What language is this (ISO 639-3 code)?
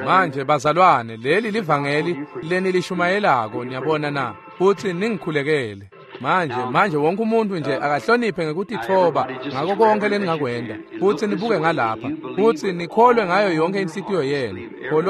ssw